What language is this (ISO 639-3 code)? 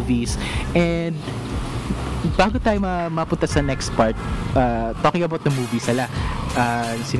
fil